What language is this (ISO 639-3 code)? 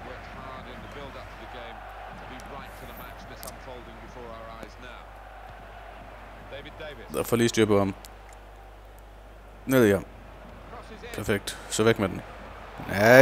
dan